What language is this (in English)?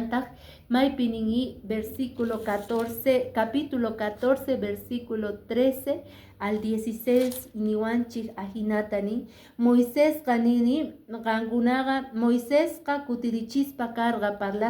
Quechua